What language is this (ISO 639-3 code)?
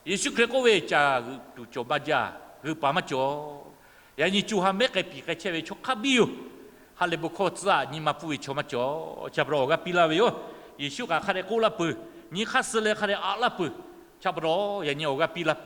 lhu